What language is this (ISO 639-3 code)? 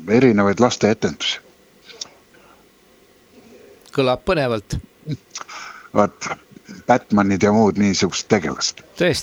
est